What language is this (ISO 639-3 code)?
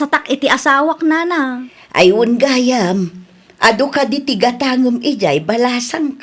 ilo